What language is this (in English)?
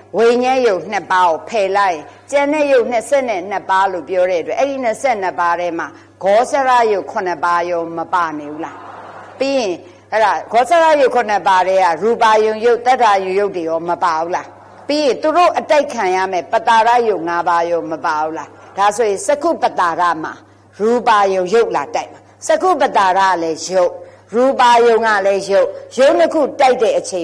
Burmese